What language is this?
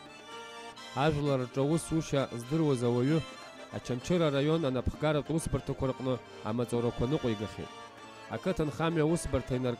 Abkhazian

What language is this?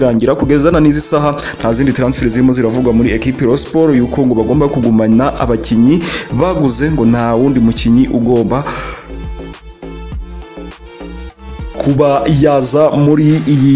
Kinyarwanda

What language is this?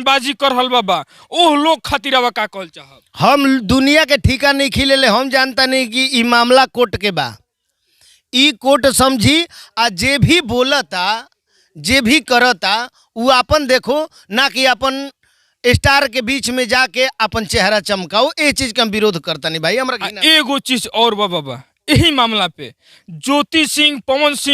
Bhojpuri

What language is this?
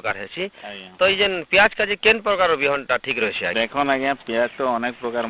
Odia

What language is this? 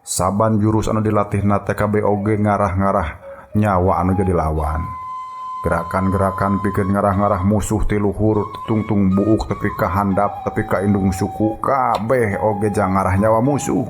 Sundanese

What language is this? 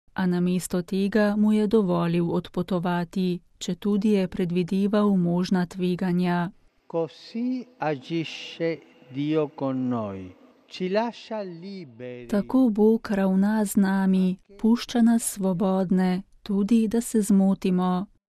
Slovenian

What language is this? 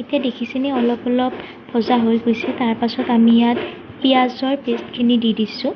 Assamese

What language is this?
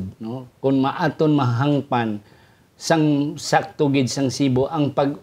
Hiligaynon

